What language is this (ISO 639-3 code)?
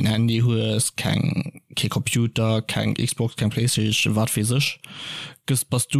ltz